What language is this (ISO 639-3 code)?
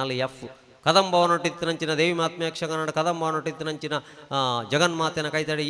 tcy